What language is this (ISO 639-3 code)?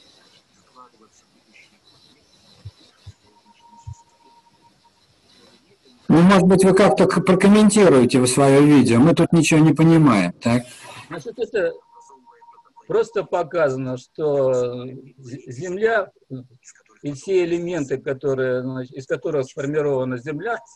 rus